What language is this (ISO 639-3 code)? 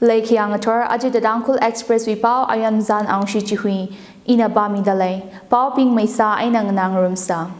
nmf